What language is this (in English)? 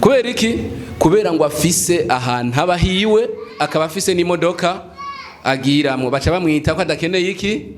Rundi